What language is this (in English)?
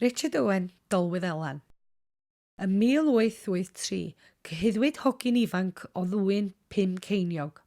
Welsh